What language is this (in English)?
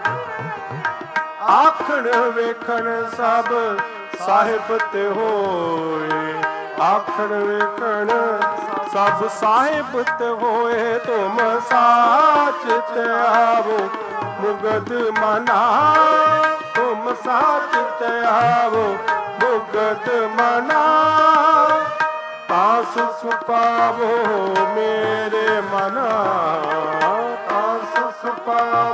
Punjabi